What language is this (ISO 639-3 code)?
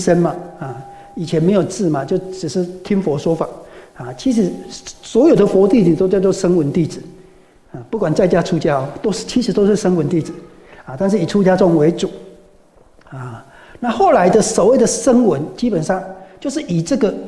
zho